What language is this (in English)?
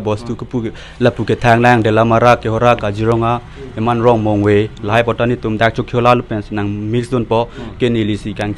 Karbi